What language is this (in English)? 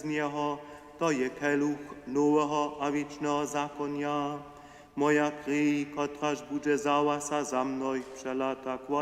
Upper Sorbian